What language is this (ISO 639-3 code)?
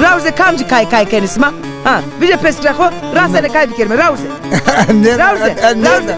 zza